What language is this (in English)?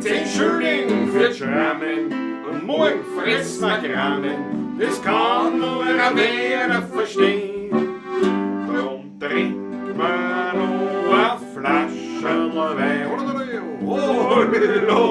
Bavarian